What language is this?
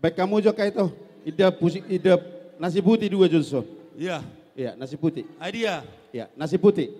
Batak Toba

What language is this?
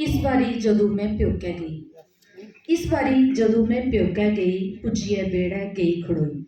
Dogri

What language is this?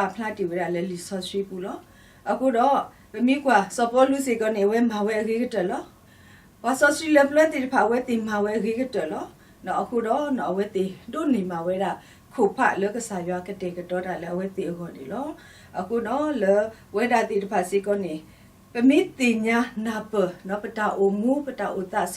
S'gaw Karen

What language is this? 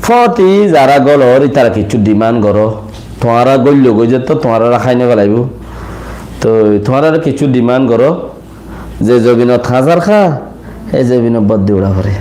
Rohingya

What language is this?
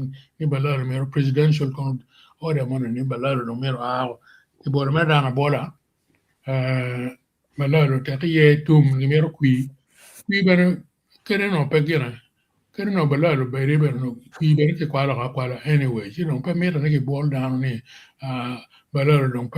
Acoli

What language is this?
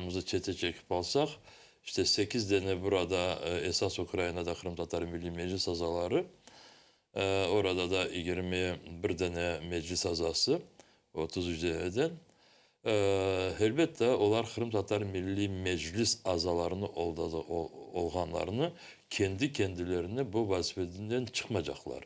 Crimean Tatar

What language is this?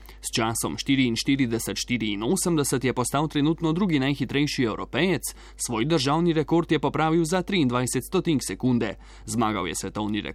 Slovenian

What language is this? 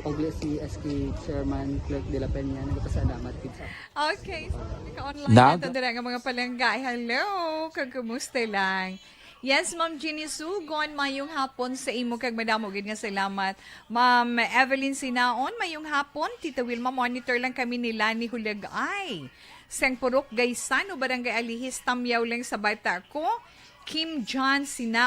Hiligaynon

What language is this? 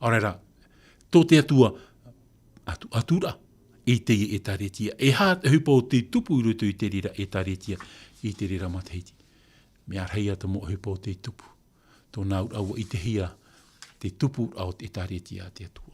Tahitian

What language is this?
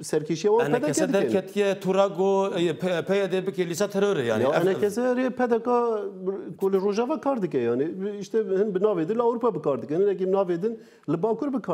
Kurdish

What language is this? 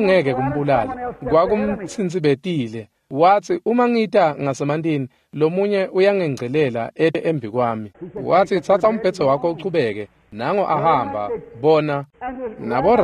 Swati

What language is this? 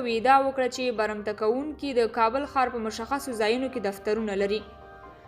Pashto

